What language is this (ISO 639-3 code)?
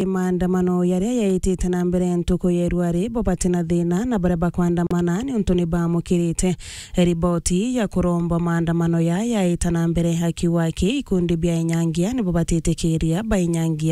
mer